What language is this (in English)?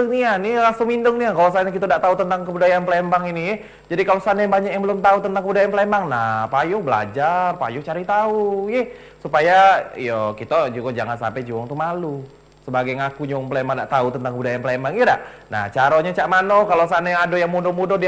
Musi